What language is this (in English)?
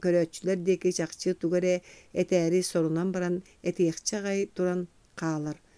Yakut